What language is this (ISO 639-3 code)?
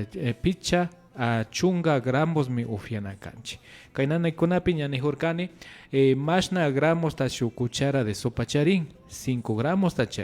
qvi